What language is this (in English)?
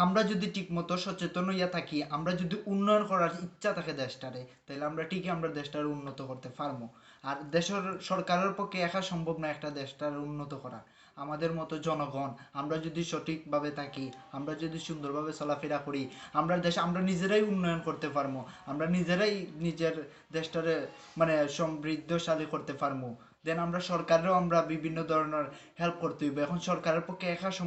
Sylheti